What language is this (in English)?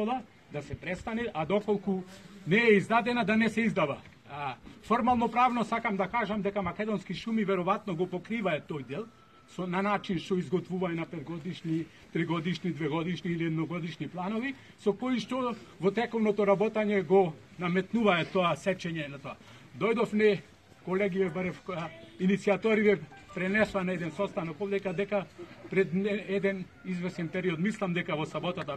Macedonian